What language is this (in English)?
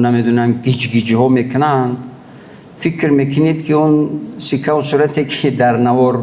Tajik